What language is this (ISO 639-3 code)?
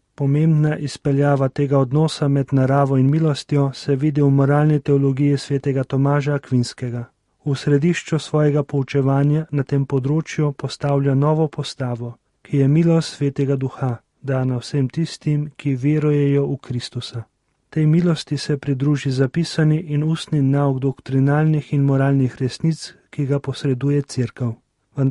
slv